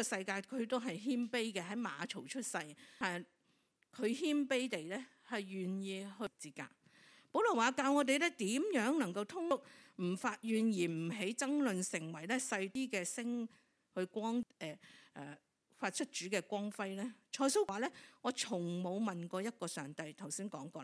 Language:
Cantonese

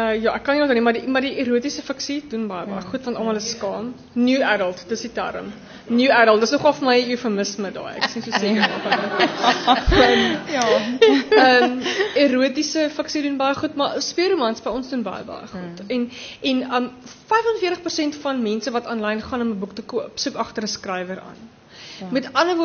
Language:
Afrikaans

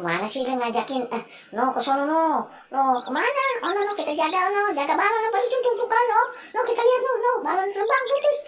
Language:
Betawi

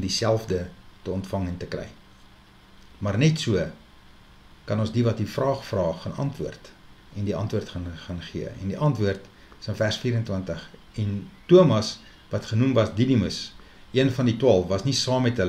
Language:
Afrikaans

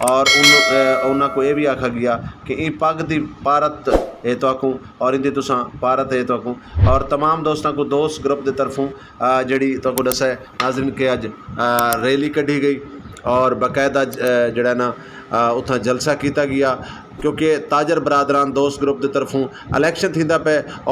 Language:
Saraiki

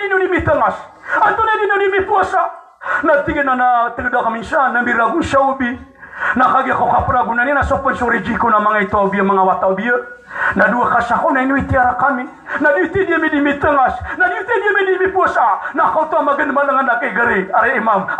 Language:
Maranao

